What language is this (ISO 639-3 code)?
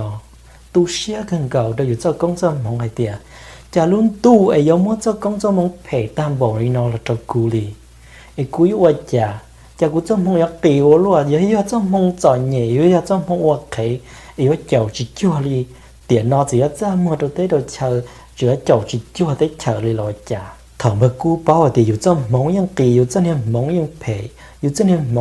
hmn